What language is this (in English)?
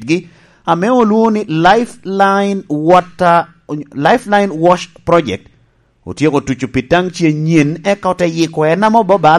Lango (Uganda)